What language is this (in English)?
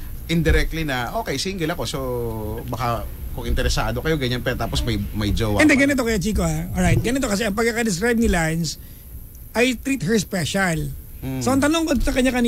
Filipino